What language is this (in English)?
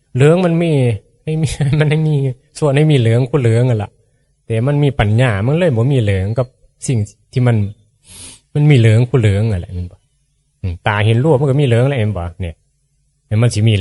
Northeastern Thai